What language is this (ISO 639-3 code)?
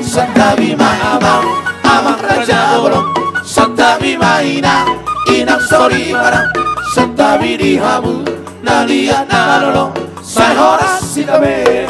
bbc